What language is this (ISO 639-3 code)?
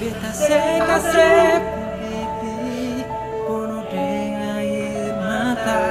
abs